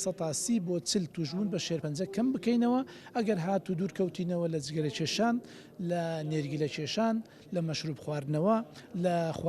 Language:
Central Kurdish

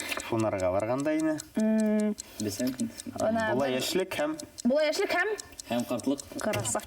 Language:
Bashkir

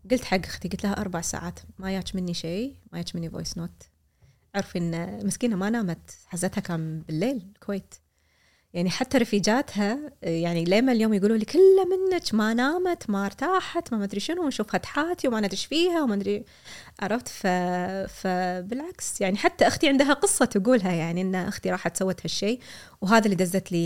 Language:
Gulf Arabic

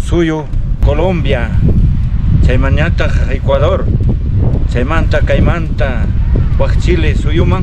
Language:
Ayacucho Quechua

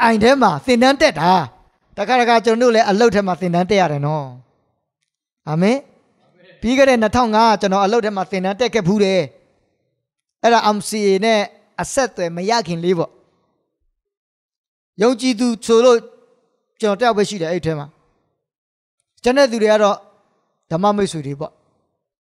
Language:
Burmese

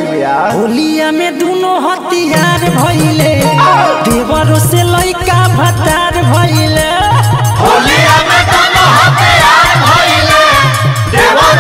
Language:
Bhojpuri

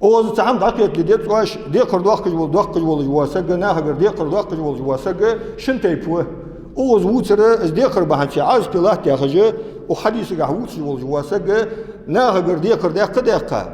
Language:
Ingush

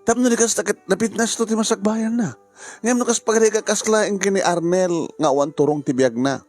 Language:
Iloko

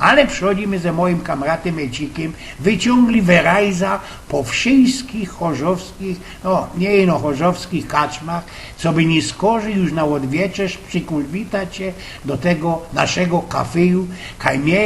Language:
Silesian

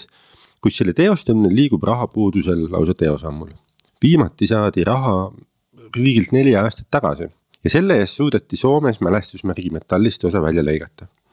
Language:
Estonian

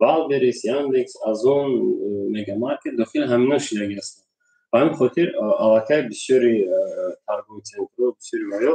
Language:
Tajik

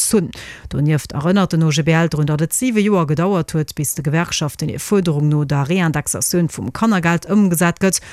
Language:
Luxembourgish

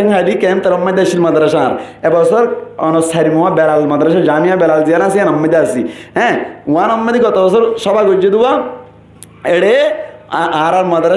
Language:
Rohingya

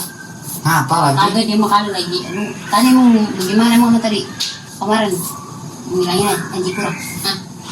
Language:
Betawi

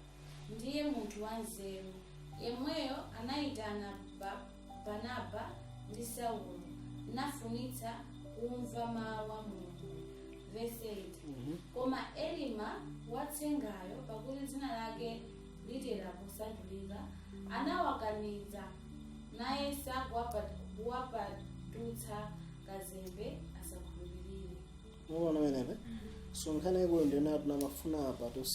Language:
Nyanja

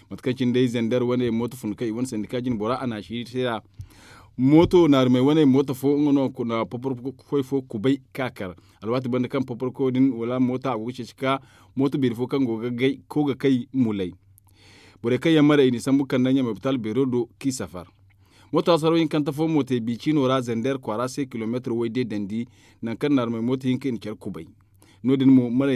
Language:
Zarma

